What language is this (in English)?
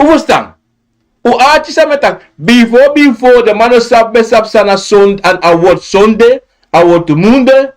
Sranan Tongo